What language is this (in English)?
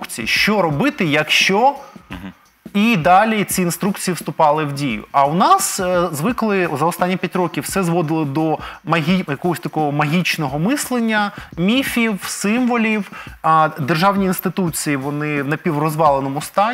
Ukrainian